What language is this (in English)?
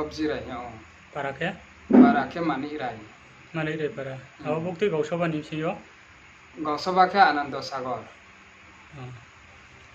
Riang (India)